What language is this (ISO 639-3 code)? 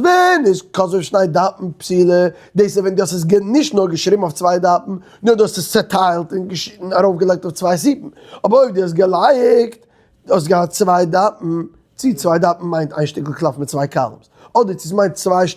yid